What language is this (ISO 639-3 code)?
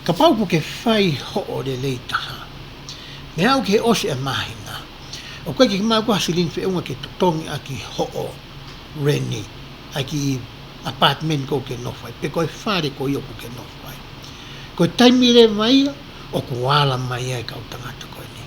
ton